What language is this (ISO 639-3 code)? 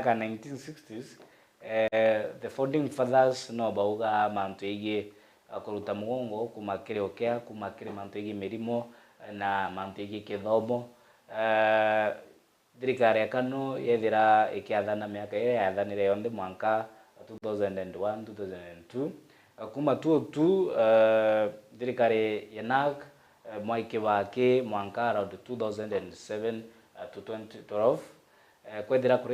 mer